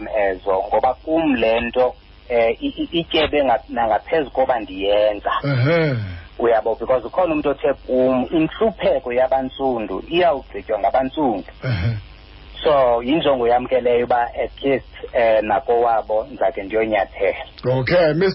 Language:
Xhosa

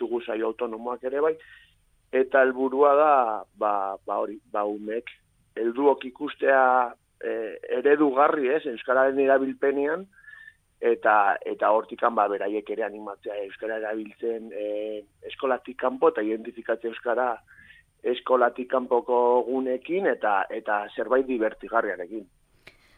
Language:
Basque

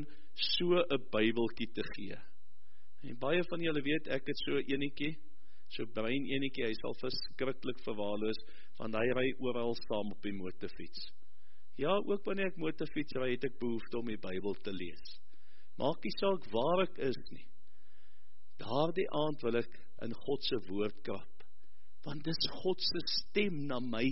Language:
Afrikaans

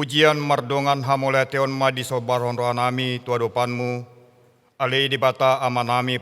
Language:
Batak Toba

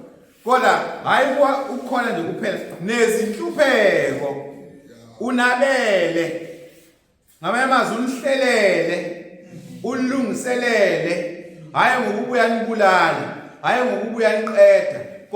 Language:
Zulu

